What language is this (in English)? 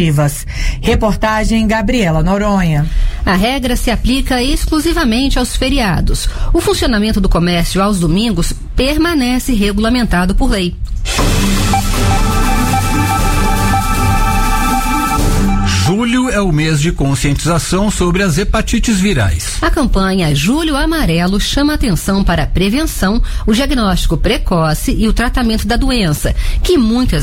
Portuguese